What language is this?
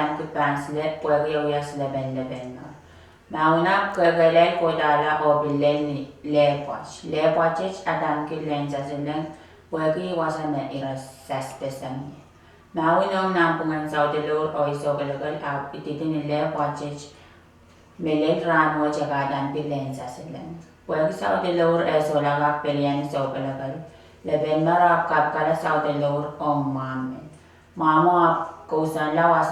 Pohnpeian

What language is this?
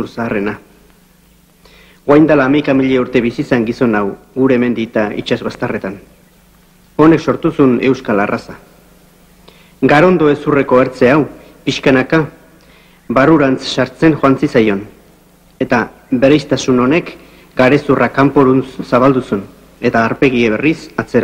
Basque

